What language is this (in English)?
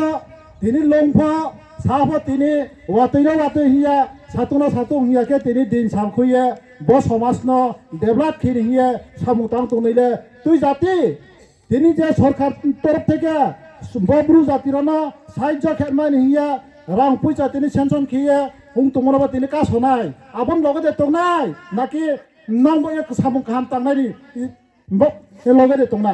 Riang (India)